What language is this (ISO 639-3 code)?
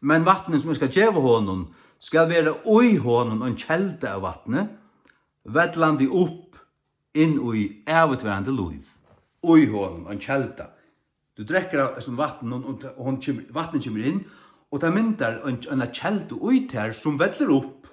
fao